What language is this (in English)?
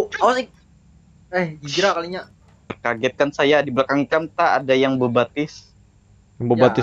Banjar